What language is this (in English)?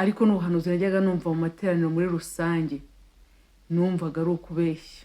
Kinyarwanda